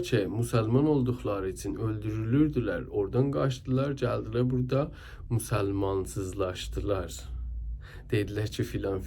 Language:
South Azerbaijani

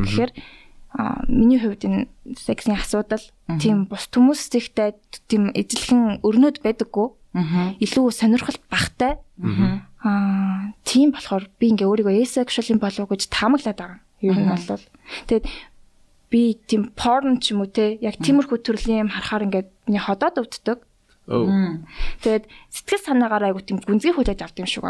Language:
Mongolian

